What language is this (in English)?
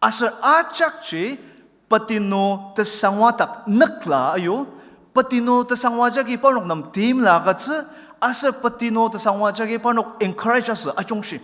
Ao Naga